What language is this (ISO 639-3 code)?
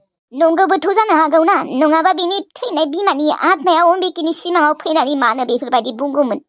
brx